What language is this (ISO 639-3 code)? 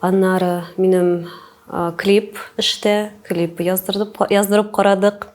tat